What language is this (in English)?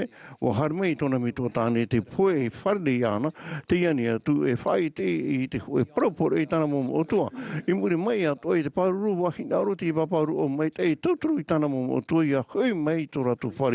Tahitian